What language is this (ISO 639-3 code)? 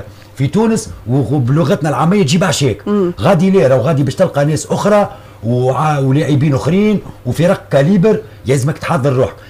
aeb